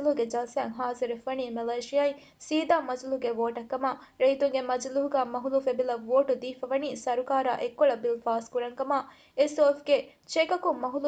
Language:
Divehi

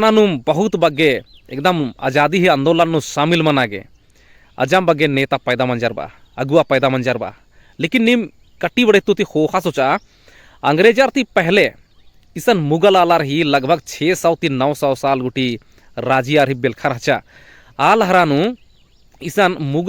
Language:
Kurukh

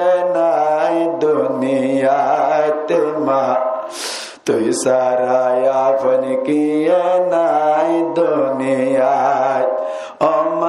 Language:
Rohingya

